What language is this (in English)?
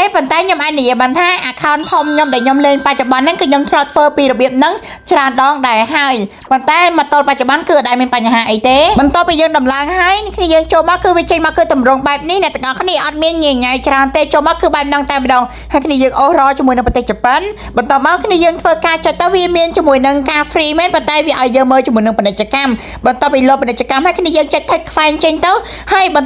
Khmer